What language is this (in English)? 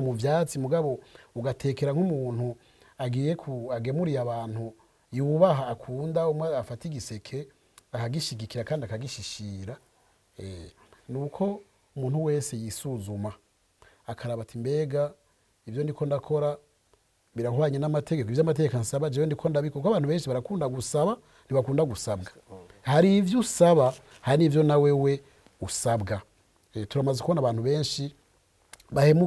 Rundi